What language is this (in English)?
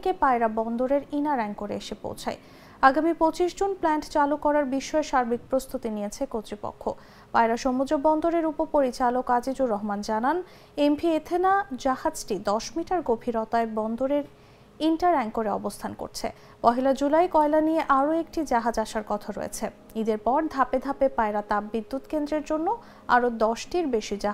Bangla